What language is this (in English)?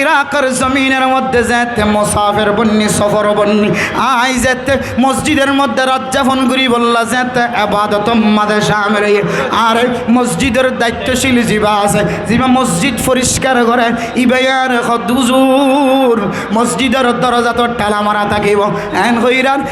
Rohingya